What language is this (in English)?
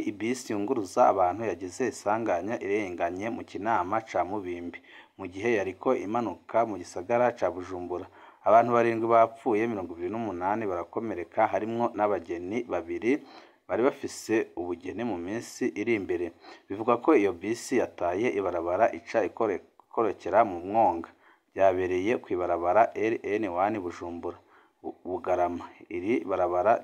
Rundi